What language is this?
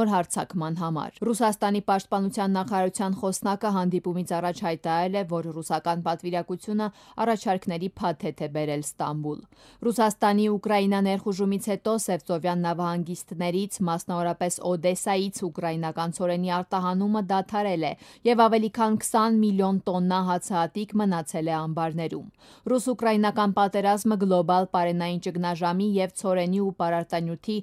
Armenian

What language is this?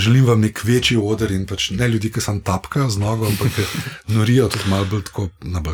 Slovenian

